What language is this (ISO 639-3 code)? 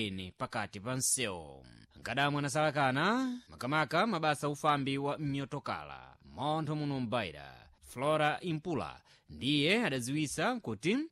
seh